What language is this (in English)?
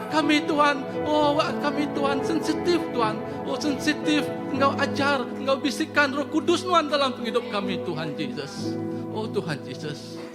Iban